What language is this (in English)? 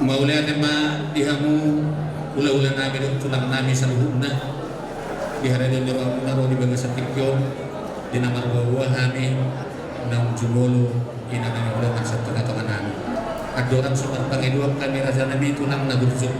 Batak Toba